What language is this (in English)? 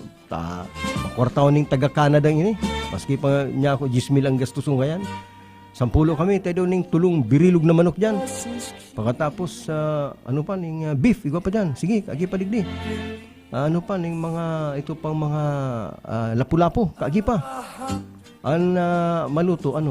Bikol